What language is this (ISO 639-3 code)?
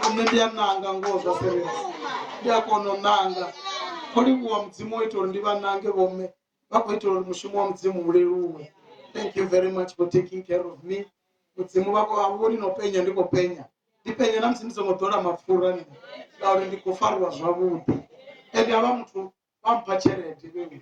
ven